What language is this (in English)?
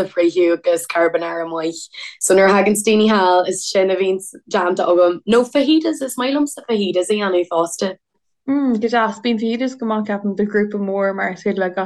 Irish